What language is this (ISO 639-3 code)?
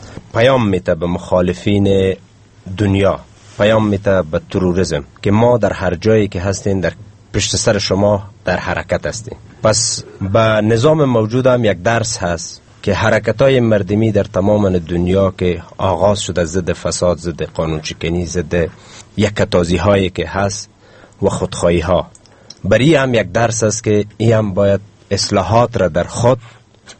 fas